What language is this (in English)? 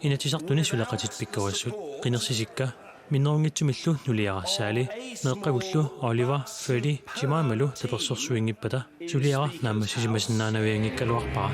Kalaallisut